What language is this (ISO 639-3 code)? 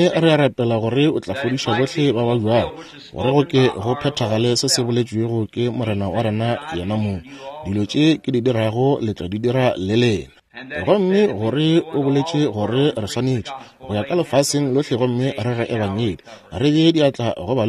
nso